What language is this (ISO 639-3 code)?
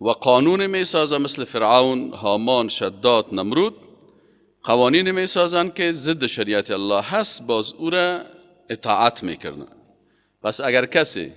fas